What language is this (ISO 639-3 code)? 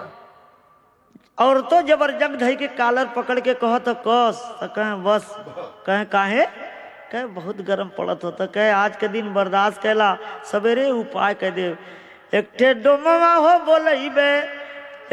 bho